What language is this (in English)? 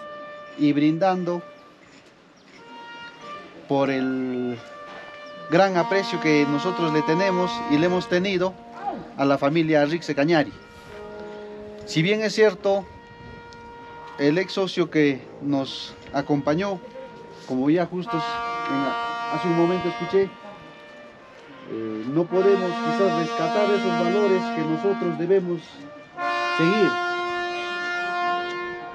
Spanish